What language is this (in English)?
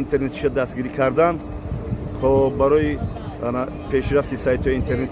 Tajik